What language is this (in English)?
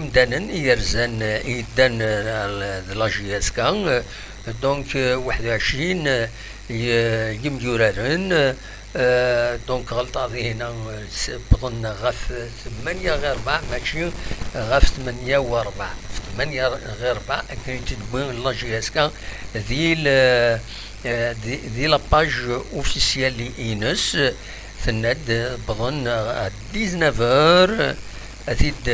Kabyle